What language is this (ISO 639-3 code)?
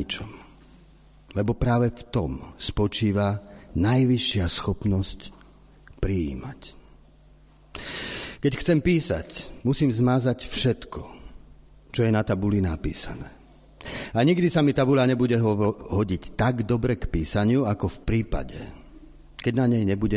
slk